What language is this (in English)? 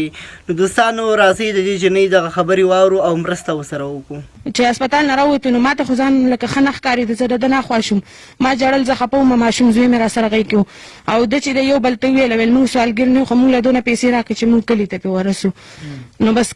Pashto